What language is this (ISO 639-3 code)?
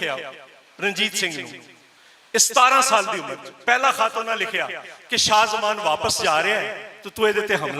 lah